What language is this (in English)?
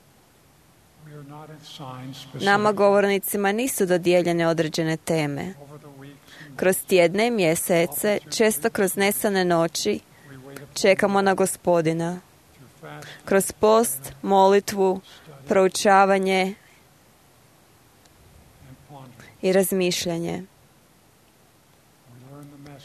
Croatian